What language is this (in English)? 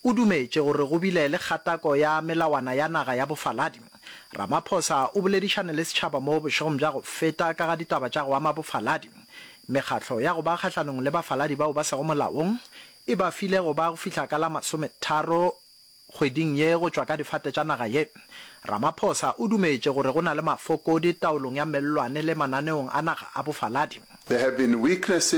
Northern Sotho